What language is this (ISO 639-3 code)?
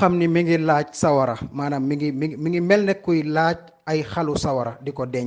wol